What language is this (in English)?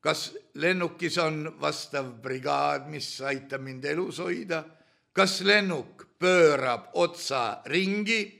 Estonian